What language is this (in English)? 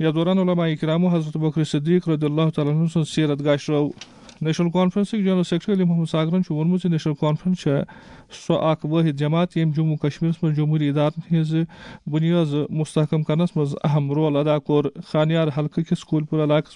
Kashmiri